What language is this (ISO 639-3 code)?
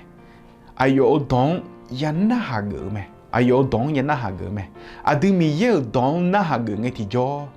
ahk